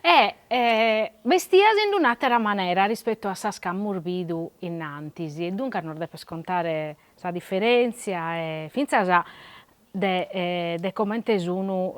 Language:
Sardinian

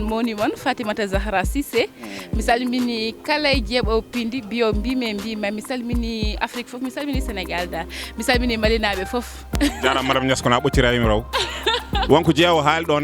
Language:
Fula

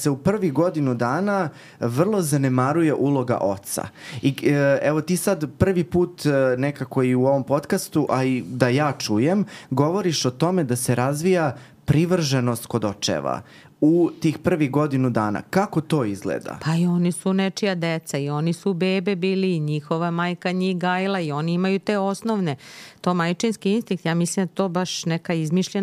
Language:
Serbian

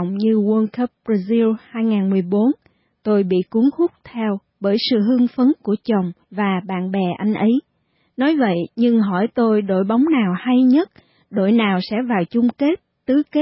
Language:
Vietnamese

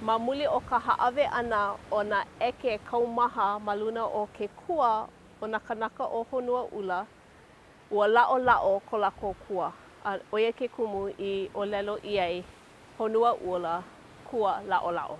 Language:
Hawaiian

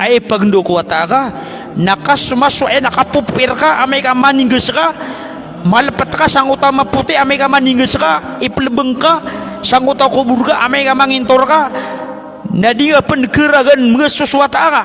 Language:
Maranao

